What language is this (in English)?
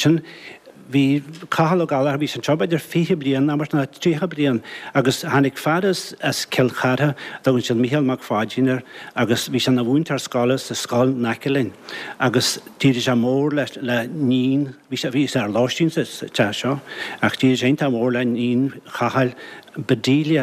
Irish